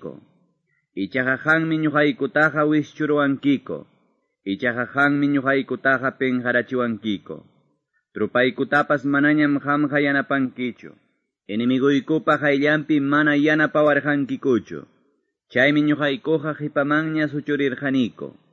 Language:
Quechua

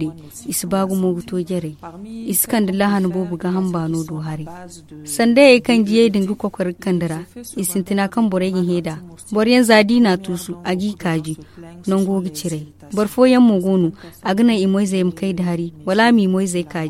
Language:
Zarma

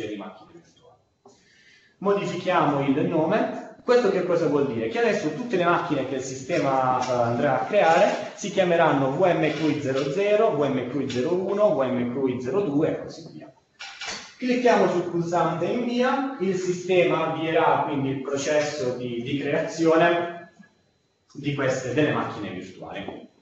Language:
Italian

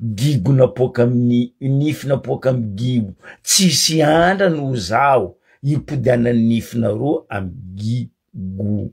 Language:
Malagasy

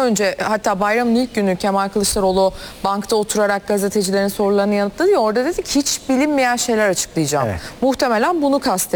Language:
Turkish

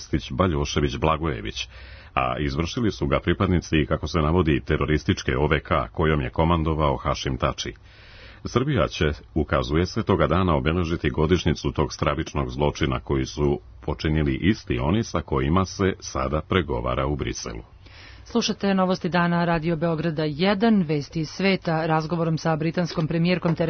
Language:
Serbian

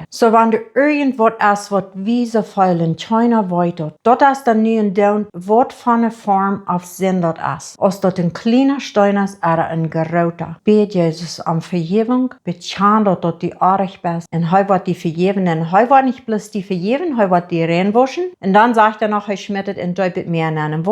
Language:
Plautdietsch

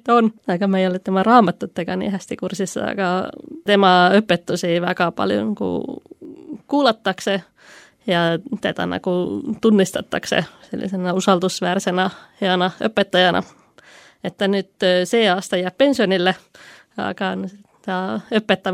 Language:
Estonian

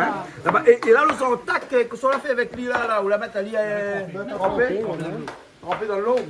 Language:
Réunion Creole French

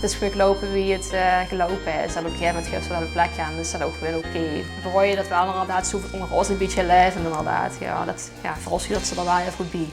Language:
Limburgish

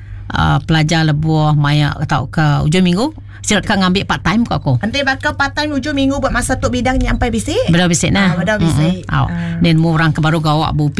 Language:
Iban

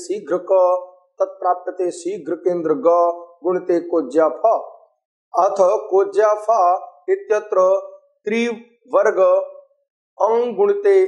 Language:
Sanskrit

